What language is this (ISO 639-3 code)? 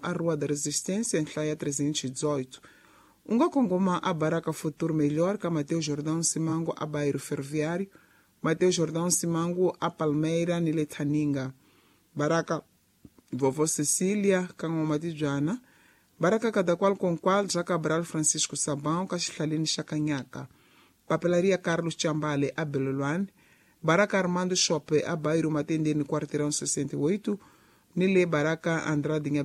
tso